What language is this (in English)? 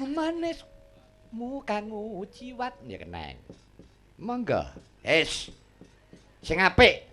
Javanese